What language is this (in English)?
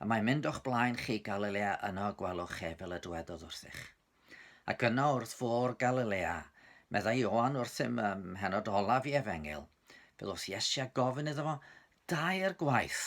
Welsh